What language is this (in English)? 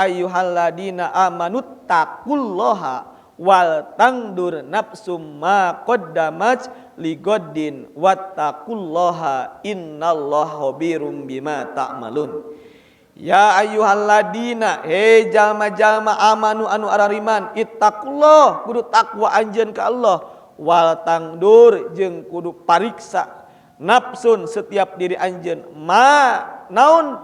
Sundanese